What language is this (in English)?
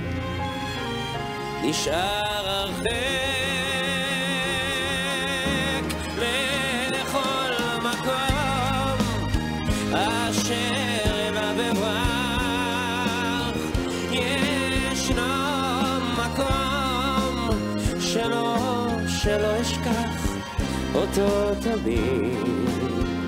Hebrew